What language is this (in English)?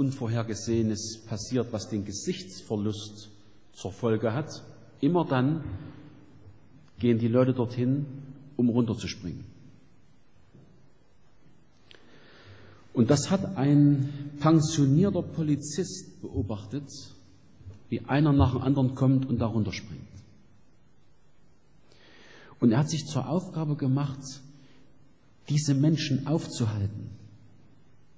German